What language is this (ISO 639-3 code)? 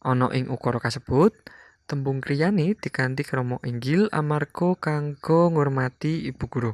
jav